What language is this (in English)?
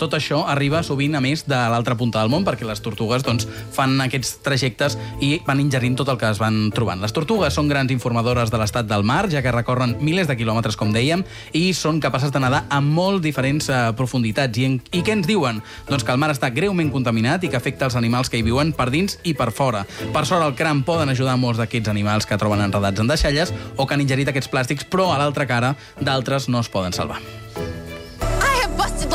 Catalan